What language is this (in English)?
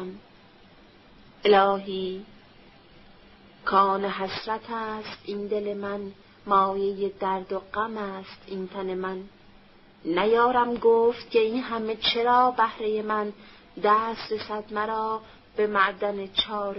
Persian